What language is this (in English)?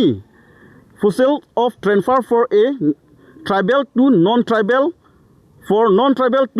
Karbi